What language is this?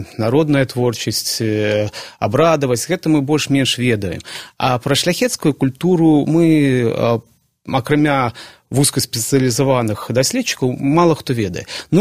Belarusian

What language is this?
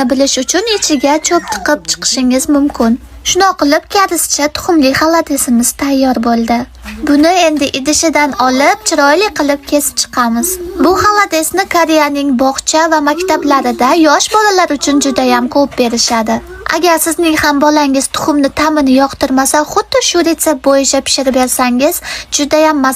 Uzbek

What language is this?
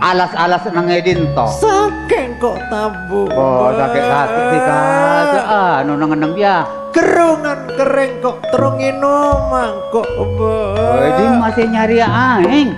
Madurese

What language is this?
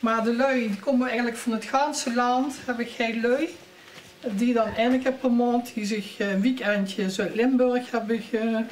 Limburgish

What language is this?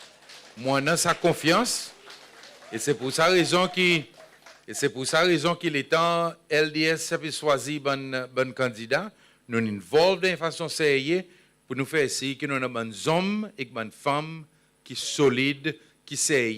Seselwa Creole French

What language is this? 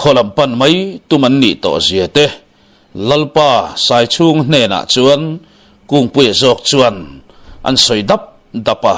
Mizo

